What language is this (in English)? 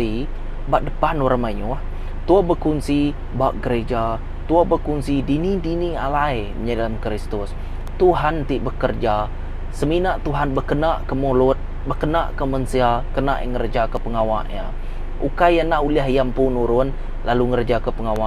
Iban